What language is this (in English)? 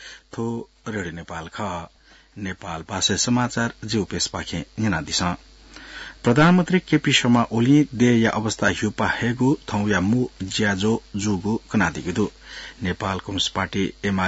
Newari